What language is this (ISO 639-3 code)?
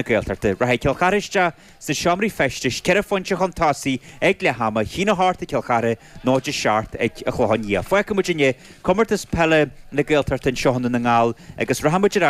gle